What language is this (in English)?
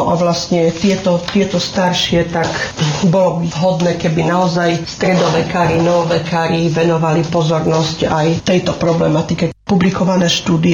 Slovak